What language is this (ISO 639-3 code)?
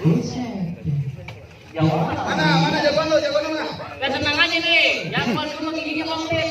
bew